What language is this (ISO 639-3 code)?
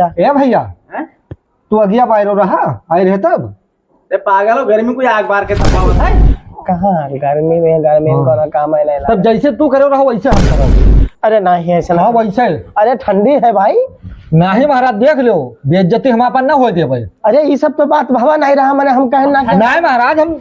awa